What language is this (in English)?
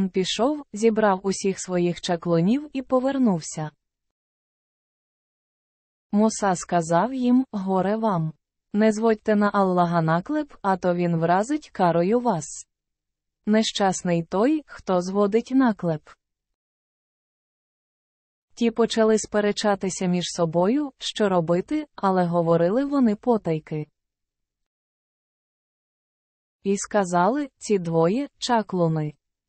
Ukrainian